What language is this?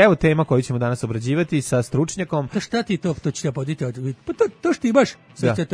Serbian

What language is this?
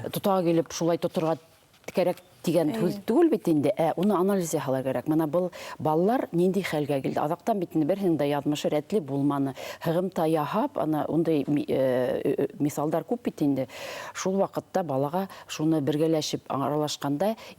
Bashkir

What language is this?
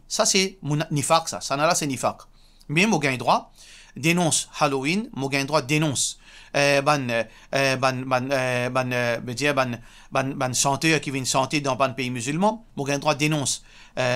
Morisyen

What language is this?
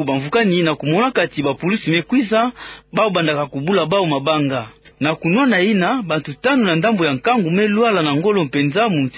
Kituba (Democratic Republic of Congo)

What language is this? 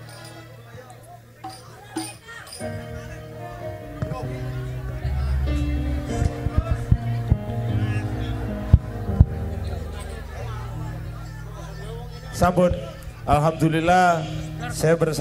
Indonesian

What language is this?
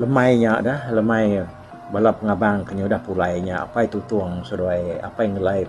Iban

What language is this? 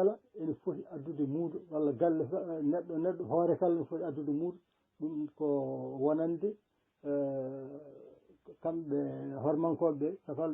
Fula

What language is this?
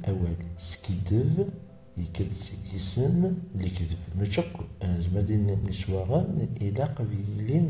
Kabyle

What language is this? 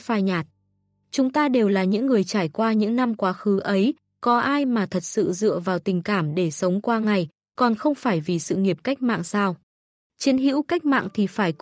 Vietnamese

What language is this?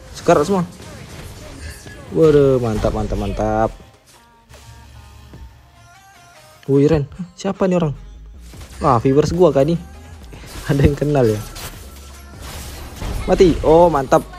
Indonesian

